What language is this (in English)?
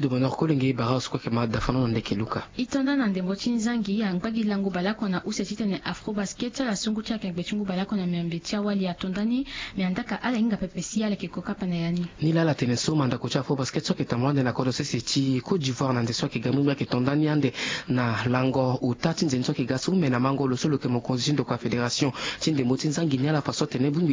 Sango